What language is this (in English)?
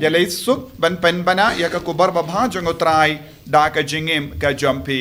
Khasi